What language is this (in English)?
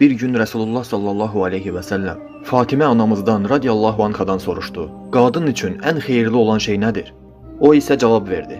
Azerbaijani